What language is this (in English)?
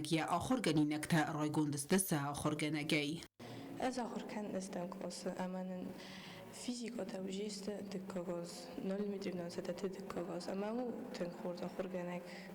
Ossetic